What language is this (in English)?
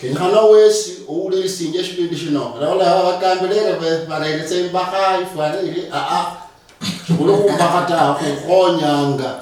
Luyia